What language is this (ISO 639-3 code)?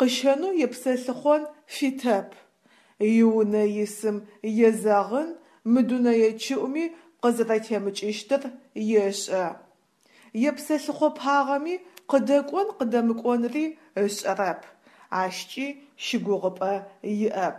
ady